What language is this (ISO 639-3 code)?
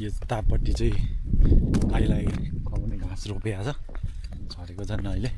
nep